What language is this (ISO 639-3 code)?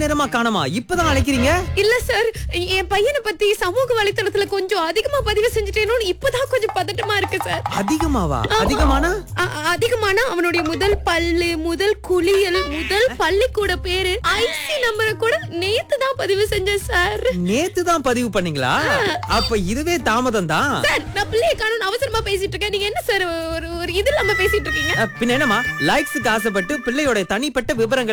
tam